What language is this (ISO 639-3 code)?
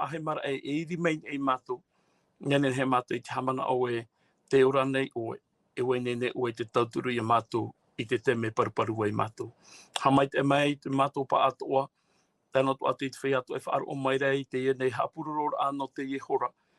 tah